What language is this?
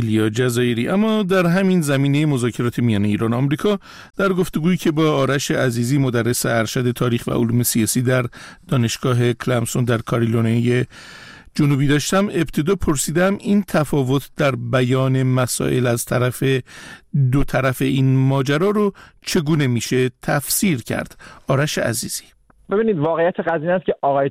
Persian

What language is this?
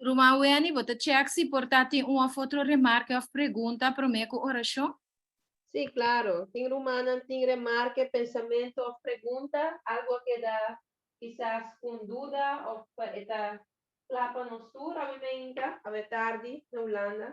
Papiamento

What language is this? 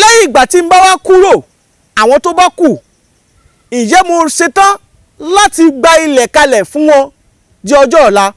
Yoruba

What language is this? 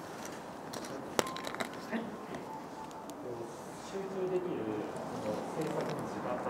Japanese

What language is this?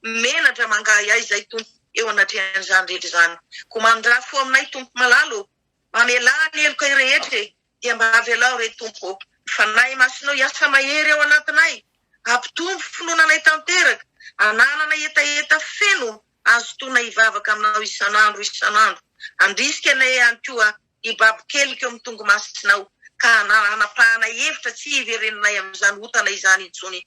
Malagasy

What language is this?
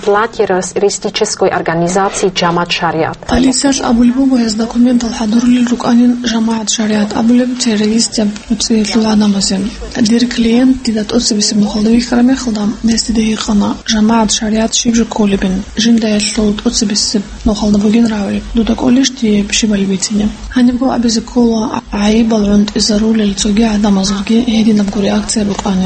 Avaric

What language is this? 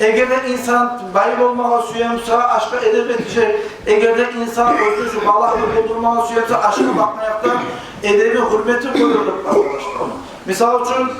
Kumyk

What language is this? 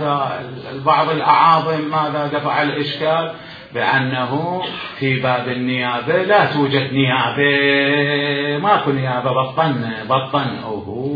Mesopotamian Arabic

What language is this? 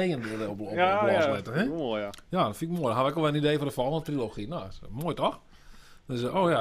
Western Frisian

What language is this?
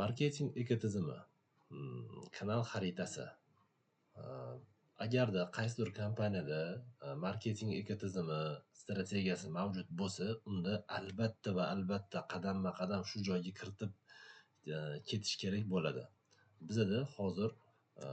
Uzbek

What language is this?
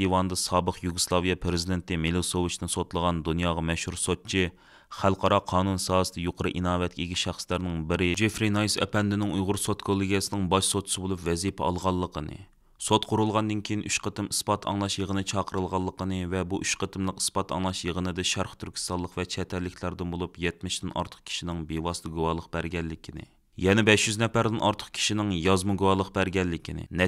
Uyghur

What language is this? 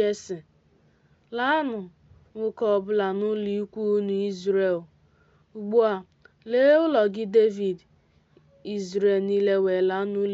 Igbo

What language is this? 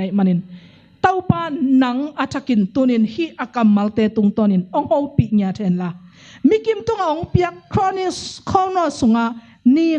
Tedim Chin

